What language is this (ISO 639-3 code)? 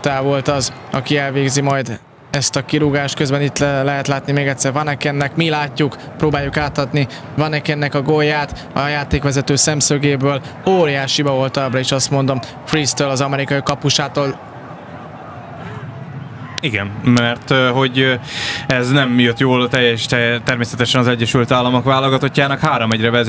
hun